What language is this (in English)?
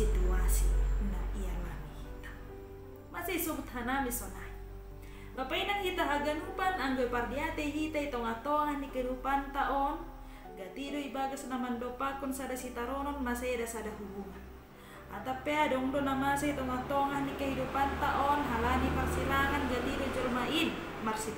Batak Simalungun